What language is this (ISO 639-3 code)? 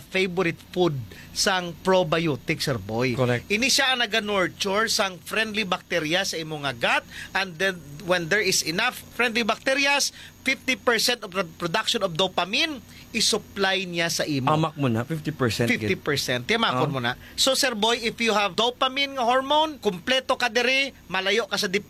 hil